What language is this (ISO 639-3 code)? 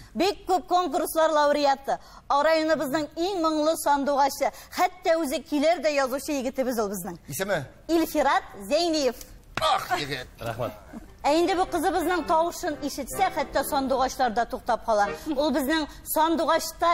tat